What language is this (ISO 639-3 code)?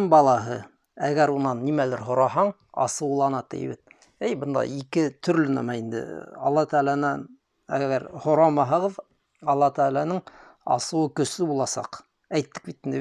bak